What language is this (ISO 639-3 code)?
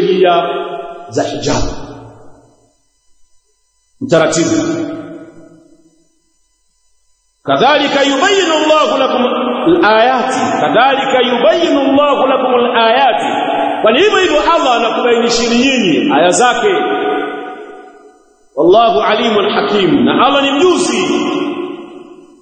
swa